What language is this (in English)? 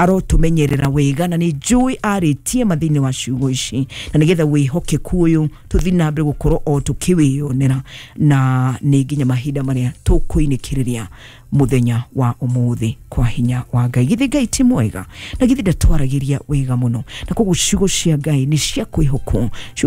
Kikuyu